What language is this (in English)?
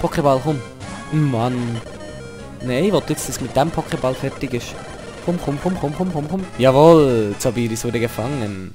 Swiss German